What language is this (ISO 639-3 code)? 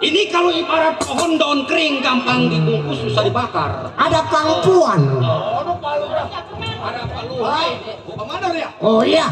bew